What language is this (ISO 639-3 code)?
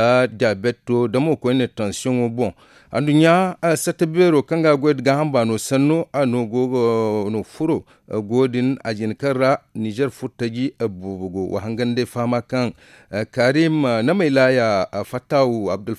dje